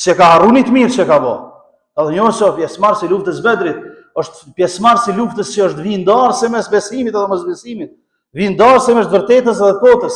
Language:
Albanian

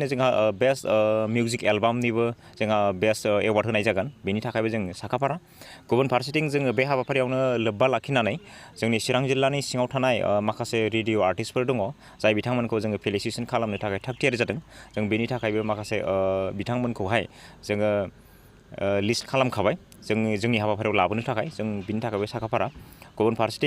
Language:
Bodo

